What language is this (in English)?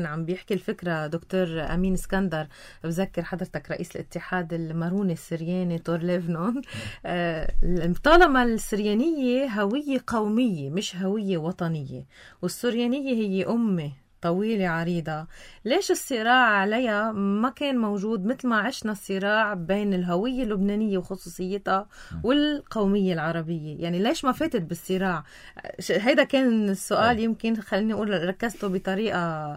North Levantine Arabic